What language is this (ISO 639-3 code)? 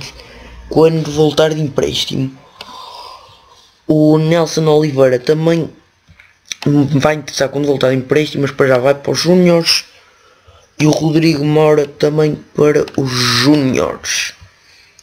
por